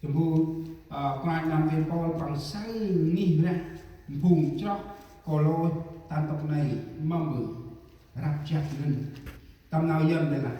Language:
Central Mnong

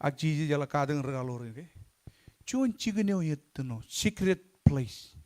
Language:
Marshallese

